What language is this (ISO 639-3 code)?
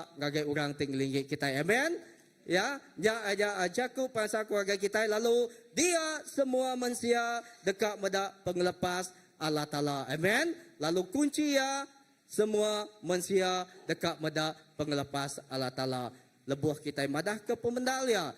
iba